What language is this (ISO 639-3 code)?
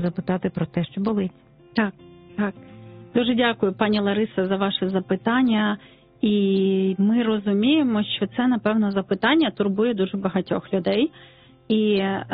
ukr